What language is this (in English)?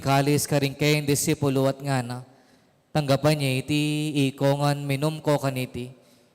Pampanga